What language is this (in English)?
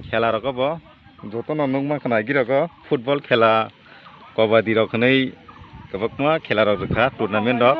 Kok Borok